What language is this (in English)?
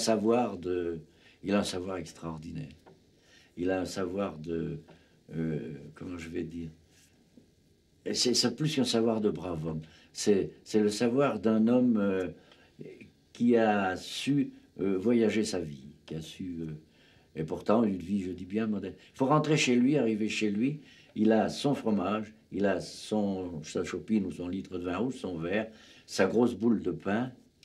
French